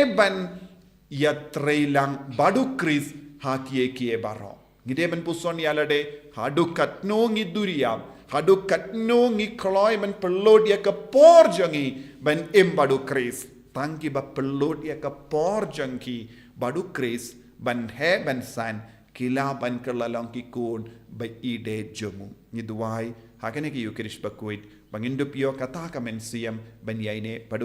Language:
Khasi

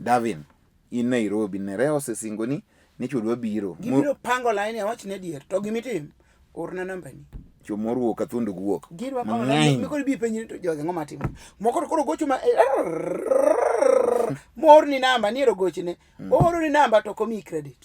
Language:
Luo (Kenya and Tanzania)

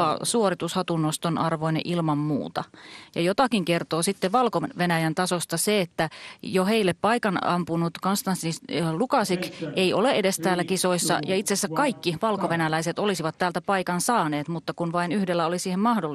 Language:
Finnish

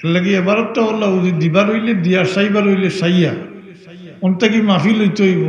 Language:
Sylheti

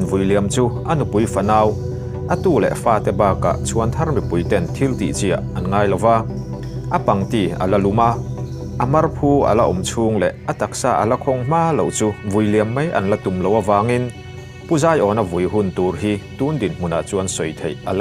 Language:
Mizo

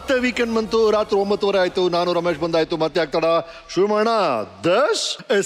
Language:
Kannada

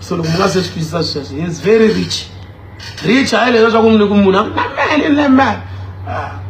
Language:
Tsonga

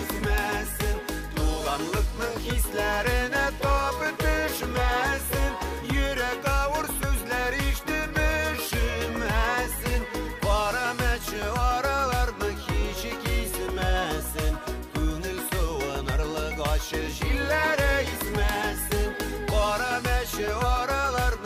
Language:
Bashkir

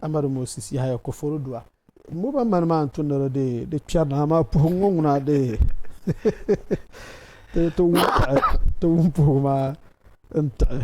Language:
Dagbani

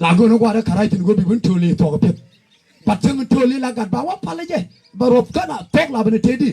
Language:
Nuer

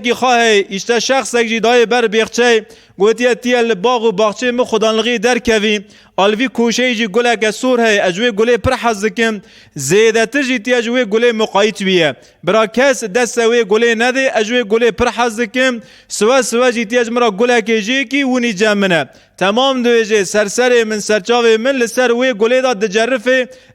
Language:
Kurdish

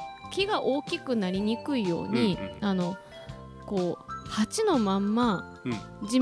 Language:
Japanese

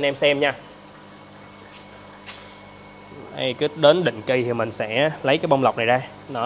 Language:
Vietnamese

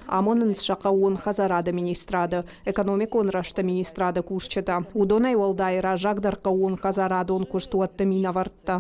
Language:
Ossetic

